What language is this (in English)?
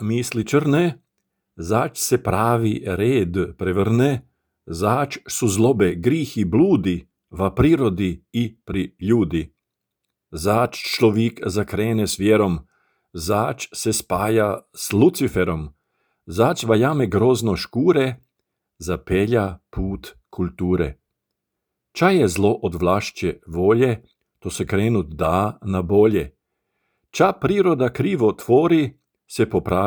Croatian